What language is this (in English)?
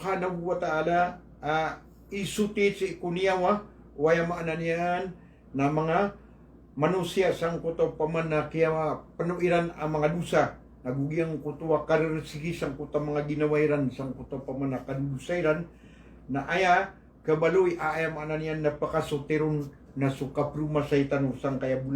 Maranao